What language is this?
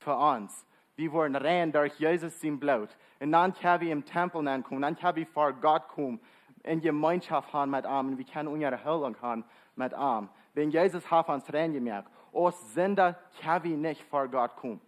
Plautdietsch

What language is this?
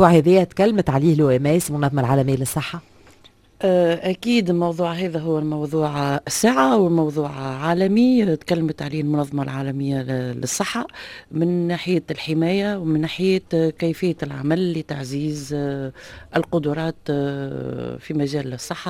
Tunisian Arabic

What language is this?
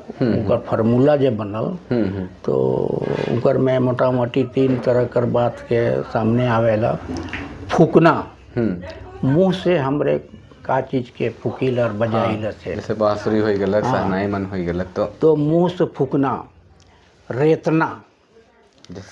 Sadri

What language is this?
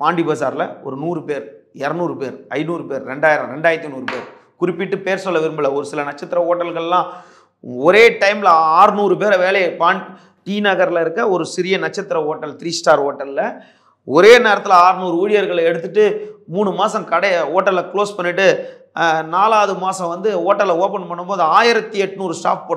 Tamil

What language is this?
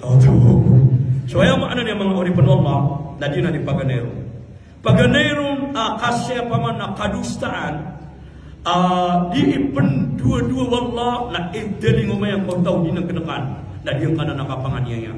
Maranao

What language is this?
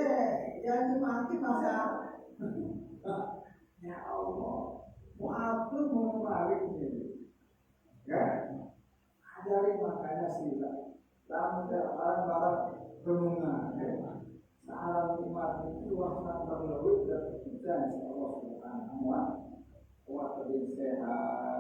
Sasak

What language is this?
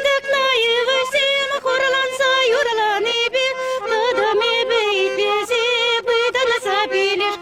Chuvash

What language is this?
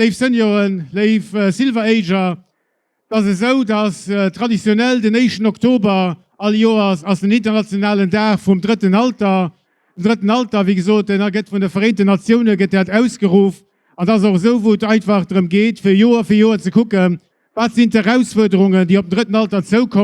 Luxembourgish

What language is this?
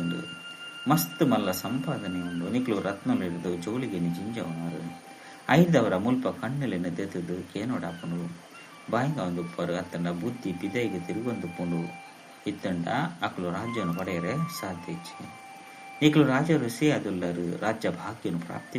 Tulu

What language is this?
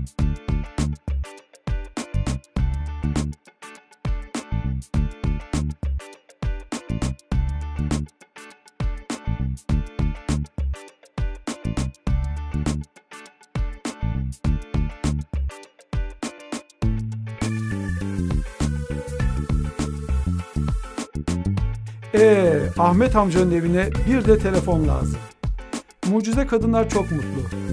Turkish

